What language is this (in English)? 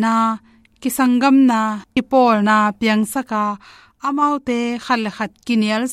Tedim Chin